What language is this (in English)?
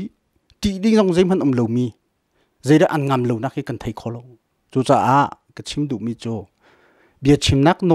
Hakha Chin